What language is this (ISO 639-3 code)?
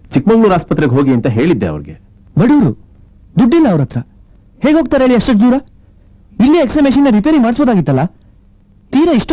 kan